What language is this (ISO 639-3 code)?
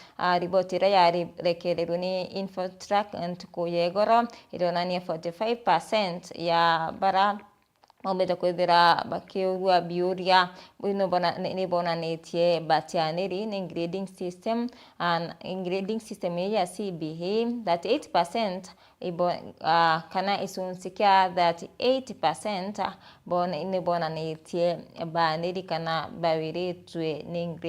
mer